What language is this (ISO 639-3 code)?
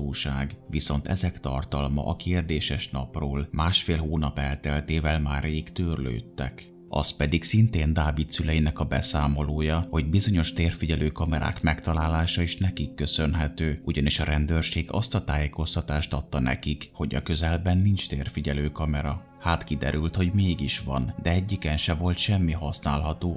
hun